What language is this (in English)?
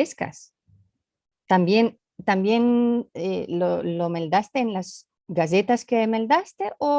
Ladino